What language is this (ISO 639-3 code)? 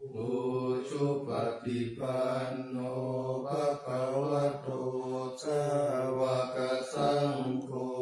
pli